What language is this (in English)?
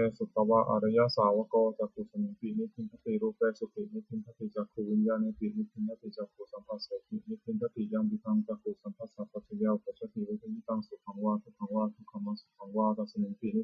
Pali